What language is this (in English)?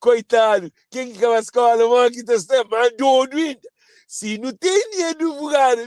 Kabuverdianu